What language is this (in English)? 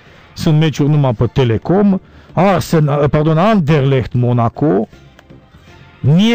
Romanian